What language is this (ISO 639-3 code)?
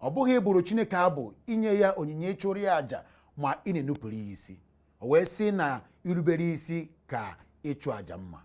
ibo